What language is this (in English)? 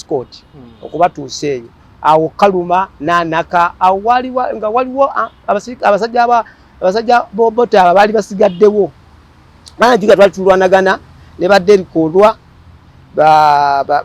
Ganda